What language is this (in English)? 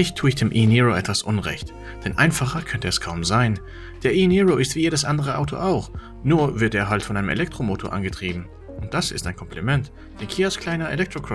Swiss German